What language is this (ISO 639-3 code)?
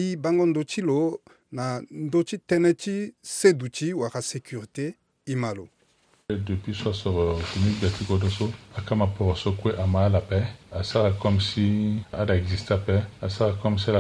sag